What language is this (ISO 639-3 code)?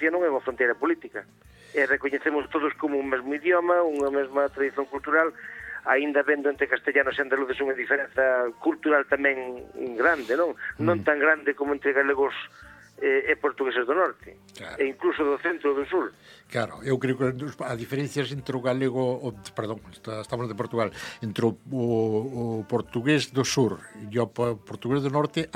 glg